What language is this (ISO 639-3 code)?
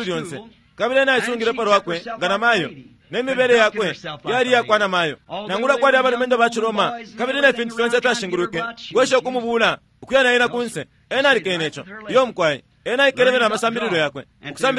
bem